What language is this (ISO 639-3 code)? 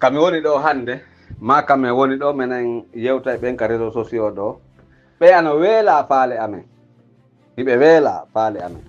fuf